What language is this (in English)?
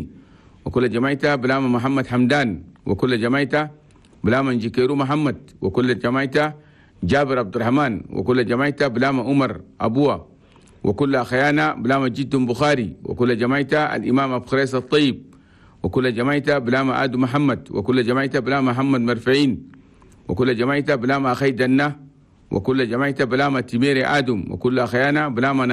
Chadian Arabic